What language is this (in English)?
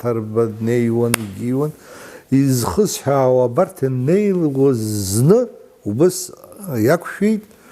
Abkhazian